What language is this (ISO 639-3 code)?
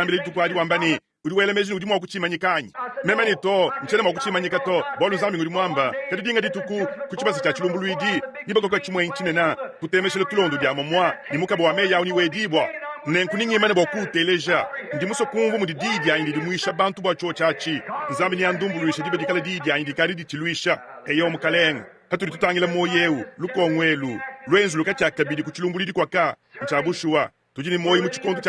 lua